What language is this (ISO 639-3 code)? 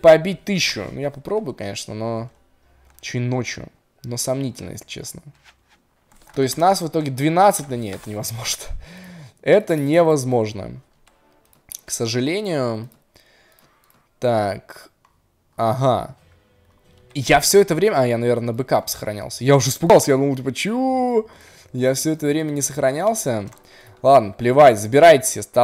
rus